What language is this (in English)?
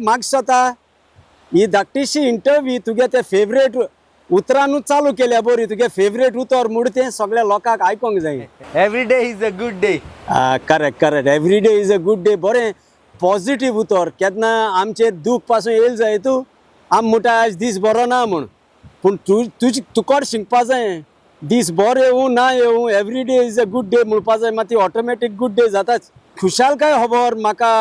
Konkani